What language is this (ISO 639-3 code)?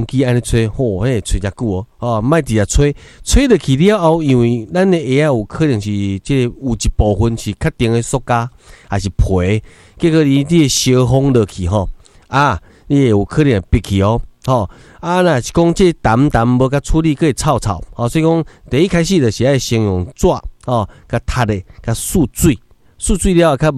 nan